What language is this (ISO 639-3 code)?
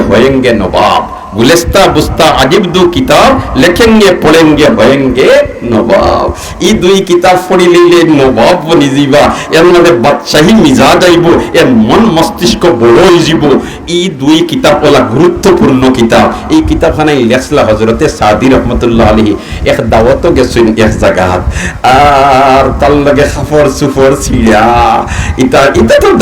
syl